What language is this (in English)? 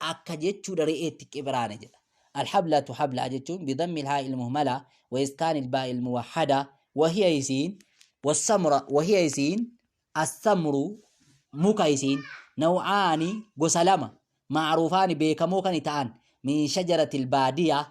Oromo